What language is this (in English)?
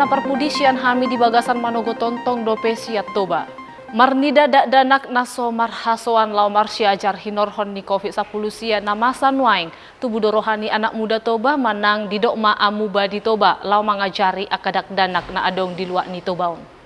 Batak Toba